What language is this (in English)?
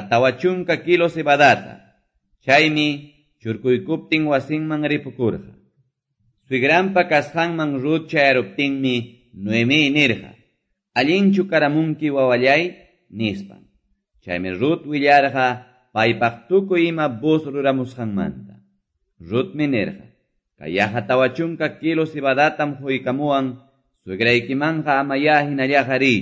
Ayacucho Quechua